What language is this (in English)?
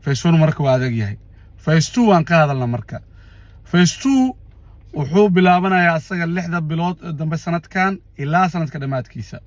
Somali